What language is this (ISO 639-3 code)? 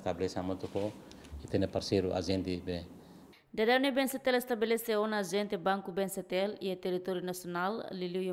tet